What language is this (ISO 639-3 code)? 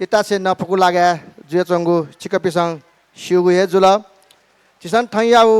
new